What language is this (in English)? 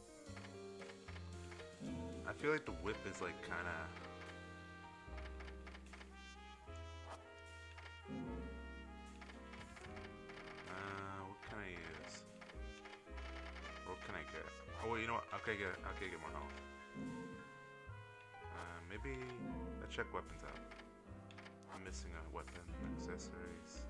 English